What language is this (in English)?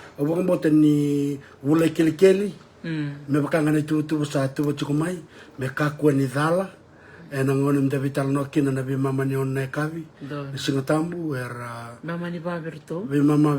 Fijian